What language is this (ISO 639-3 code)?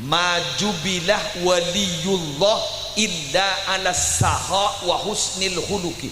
mad